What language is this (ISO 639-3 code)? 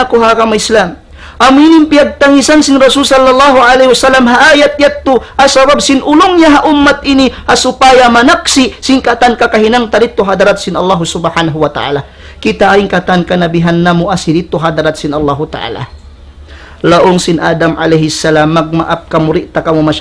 tsg